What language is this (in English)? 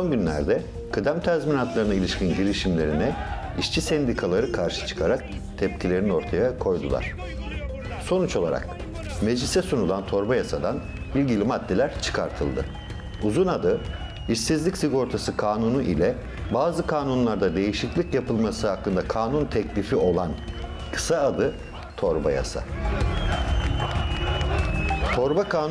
Turkish